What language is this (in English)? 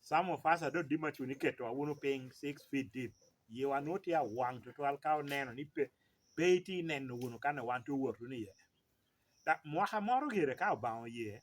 Lango (Uganda)